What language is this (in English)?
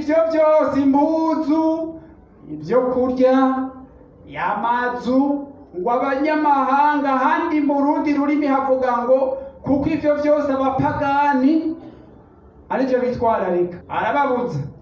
Rundi